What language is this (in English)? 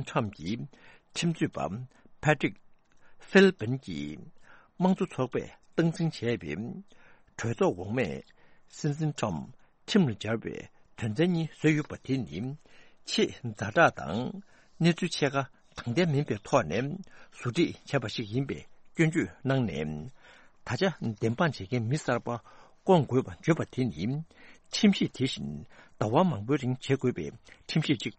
Tibetan